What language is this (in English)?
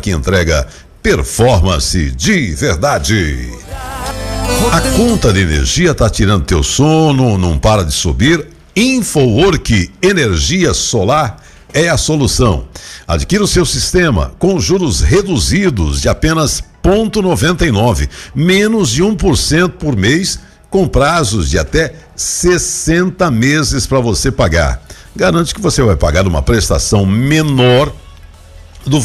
Portuguese